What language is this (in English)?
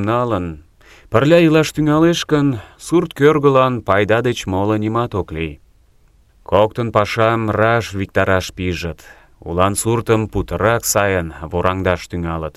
Mari